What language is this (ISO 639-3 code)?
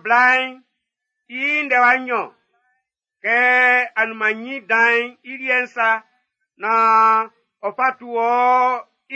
bci